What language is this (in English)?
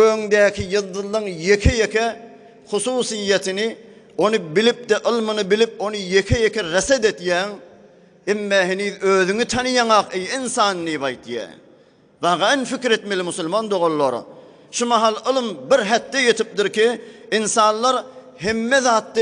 Turkmen